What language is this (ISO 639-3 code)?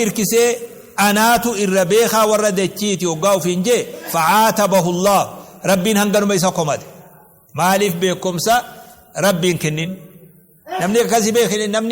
orm